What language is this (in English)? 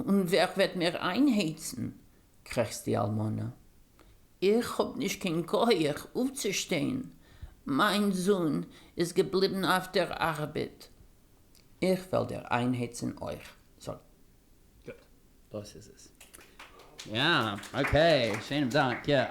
Yiddish